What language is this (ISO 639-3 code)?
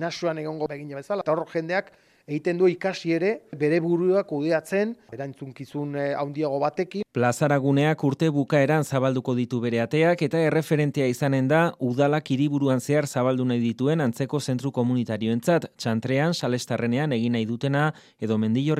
eus